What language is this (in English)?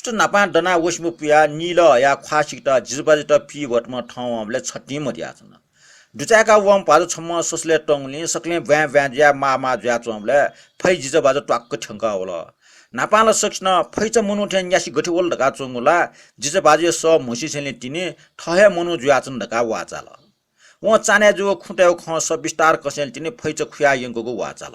Newari